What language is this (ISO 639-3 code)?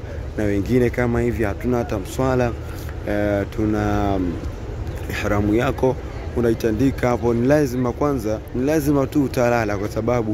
swa